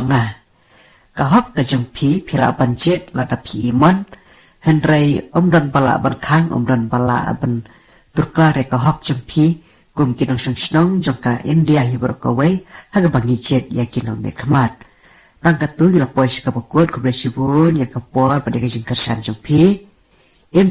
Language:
Khasi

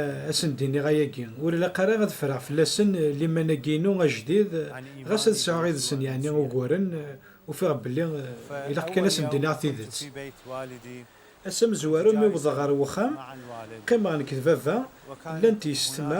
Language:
Kabyle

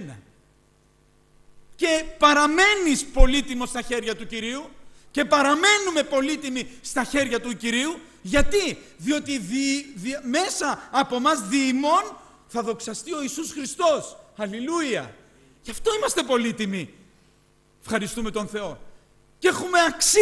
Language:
Greek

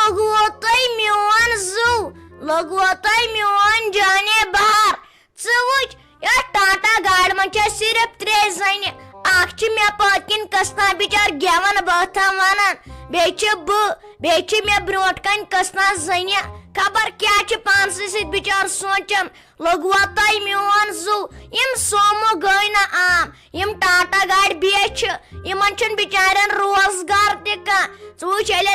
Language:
Kashmiri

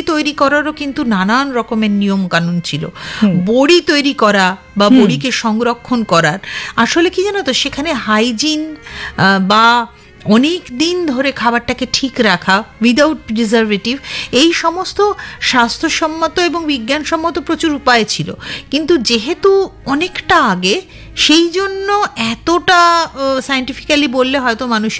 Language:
Bangla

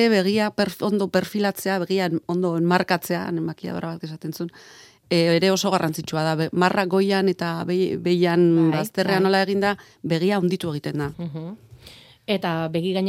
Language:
Basque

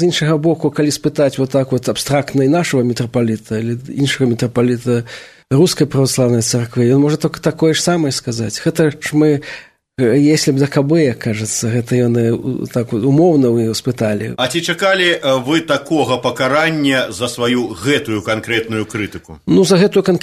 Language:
Belarusian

